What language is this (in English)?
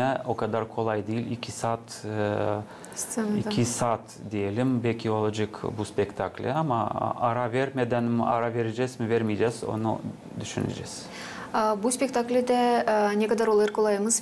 Gagauz